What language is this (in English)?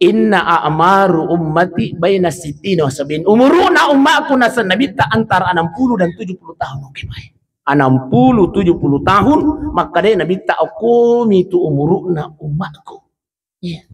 Buginese